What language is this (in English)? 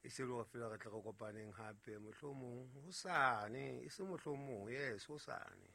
Southern Sotho